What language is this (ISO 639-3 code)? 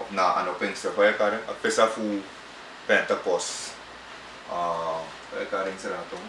srn